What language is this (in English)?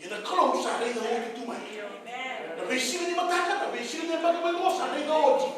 Fijian